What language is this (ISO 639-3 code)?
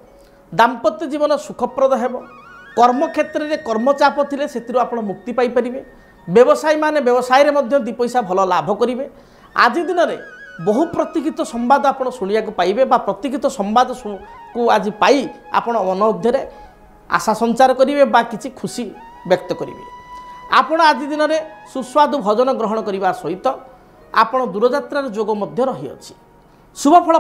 ori